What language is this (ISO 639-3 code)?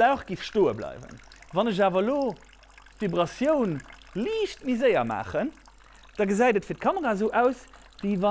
ltz